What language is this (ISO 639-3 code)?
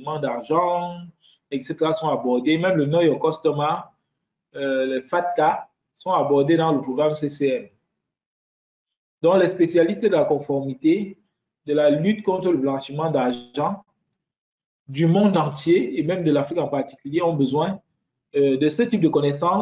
fra